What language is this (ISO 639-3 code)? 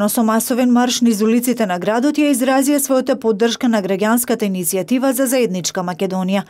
mkd